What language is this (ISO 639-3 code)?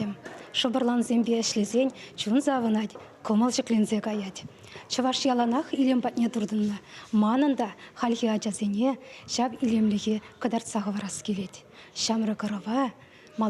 chv